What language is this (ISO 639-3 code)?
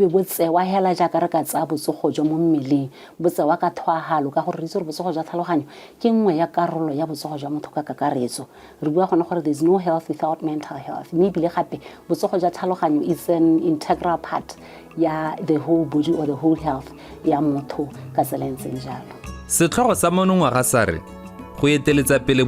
tsn